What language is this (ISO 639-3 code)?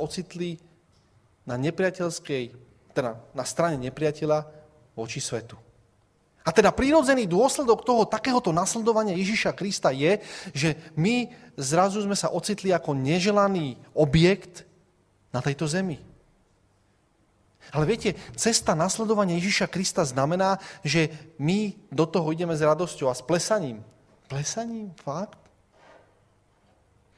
slk